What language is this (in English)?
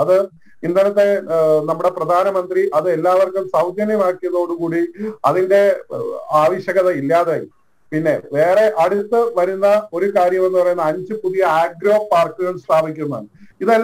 Malayalam